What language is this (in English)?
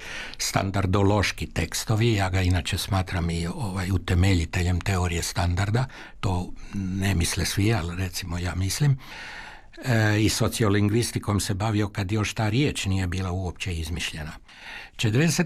Croatian